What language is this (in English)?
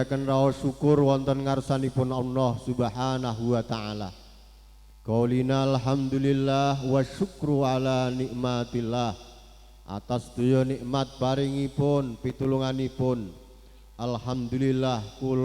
Javanese